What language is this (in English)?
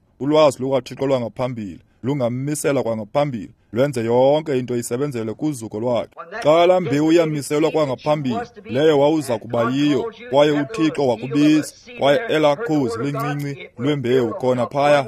Xhosa